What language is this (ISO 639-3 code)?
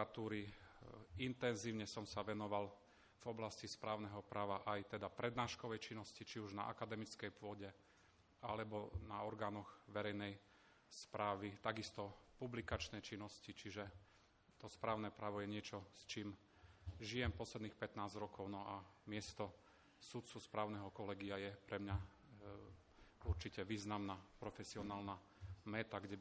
slk